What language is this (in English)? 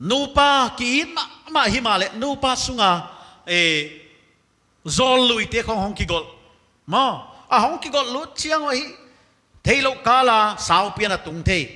Paite Chin